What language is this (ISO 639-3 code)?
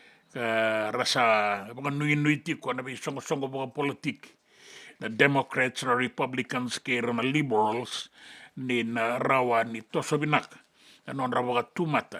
fij